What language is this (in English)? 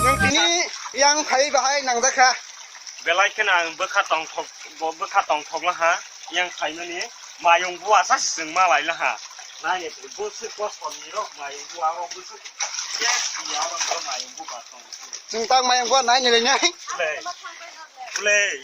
Kok Borok